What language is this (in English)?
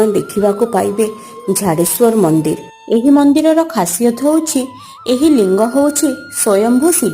Odia